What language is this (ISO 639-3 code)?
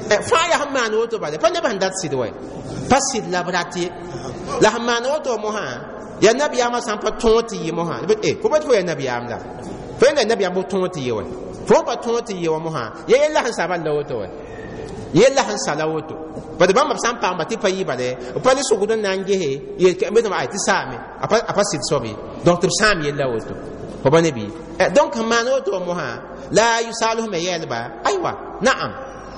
mos